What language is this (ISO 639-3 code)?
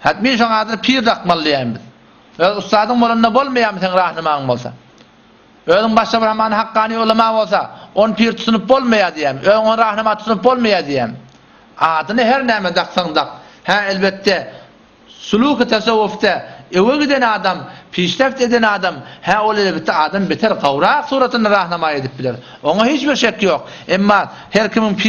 tuk